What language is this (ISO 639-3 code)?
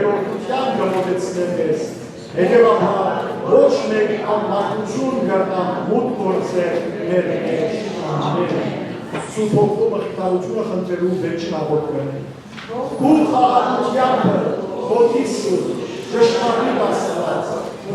hyw